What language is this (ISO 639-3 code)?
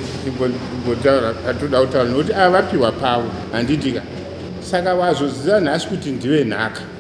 sna